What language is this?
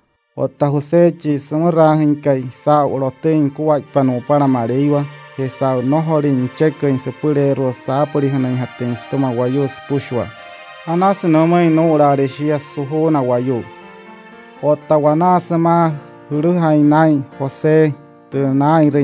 Wayuu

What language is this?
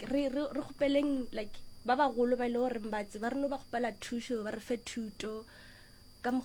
Northern Sotho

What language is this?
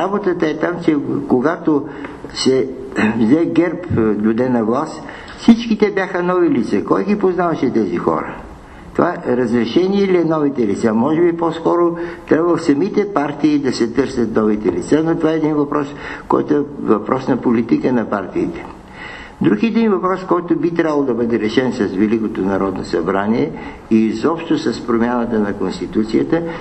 Bulgarian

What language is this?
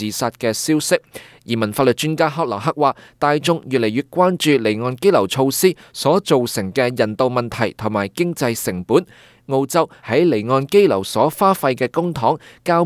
Cantonese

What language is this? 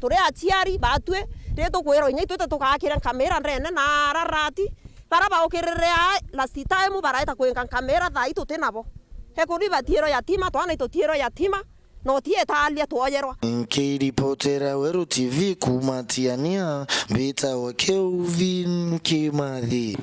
Meru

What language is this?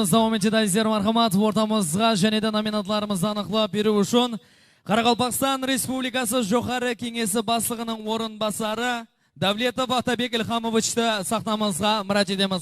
Kara-Kalpak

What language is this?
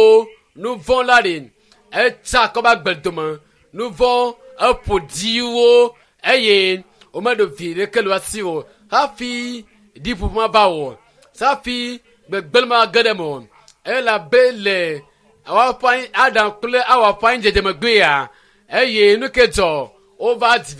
Ewe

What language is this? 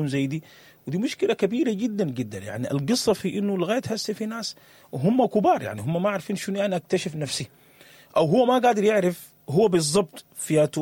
Sudanese Arabic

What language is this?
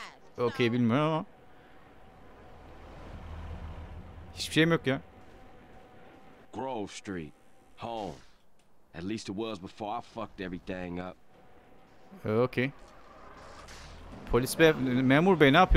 Turkish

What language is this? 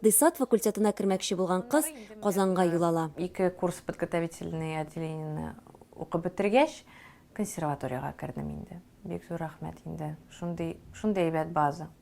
Tatar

